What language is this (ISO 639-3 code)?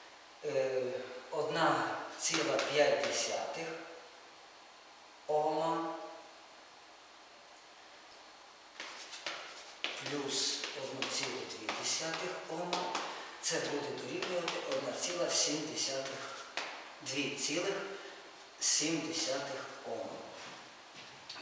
ukr